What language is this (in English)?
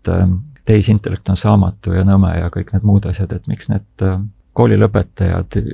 Estonian